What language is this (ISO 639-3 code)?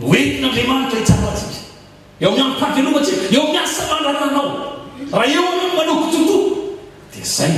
mlg